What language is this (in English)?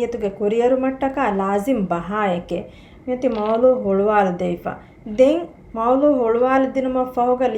Divehi